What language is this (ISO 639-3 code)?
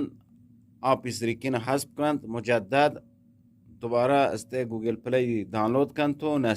bgp